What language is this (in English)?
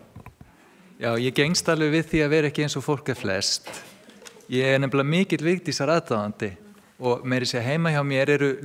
Icelandic